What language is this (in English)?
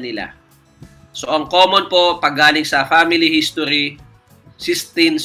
Filipino